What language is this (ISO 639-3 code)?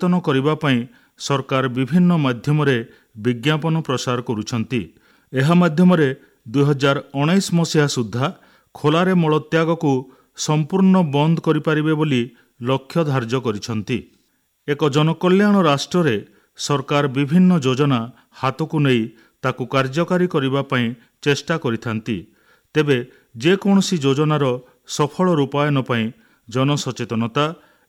ori